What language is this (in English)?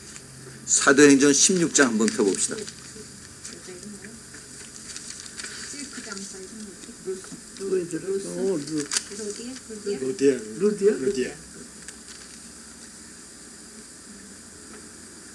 Korean